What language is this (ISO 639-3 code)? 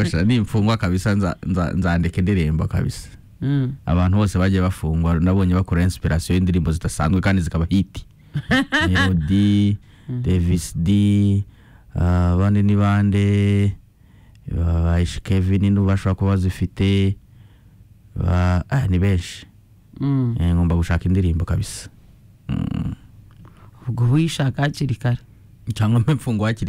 kin